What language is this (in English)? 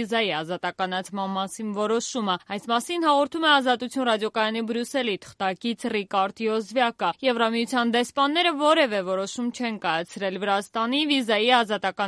Armenian